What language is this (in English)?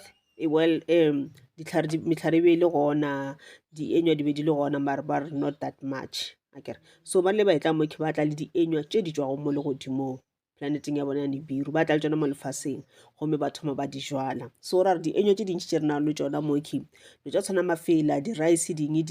Northern Sotho